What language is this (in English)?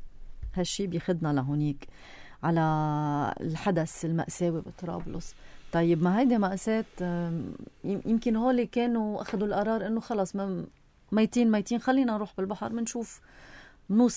North Levantine Arabic